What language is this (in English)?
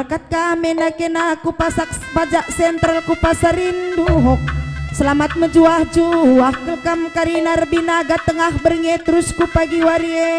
Batak Karo